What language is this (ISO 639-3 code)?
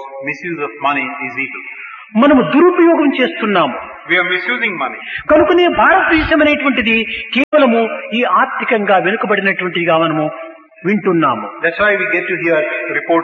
tel